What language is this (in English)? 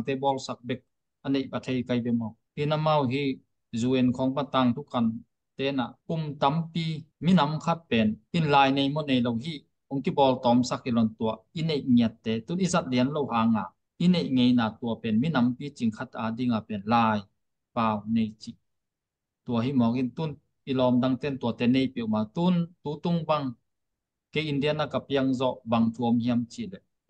Tedim Chin